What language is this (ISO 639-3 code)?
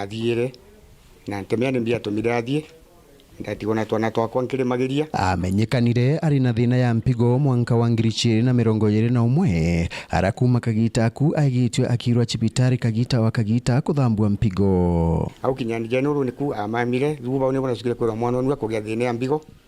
mer